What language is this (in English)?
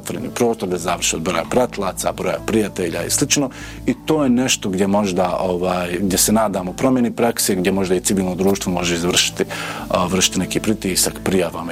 Bosnian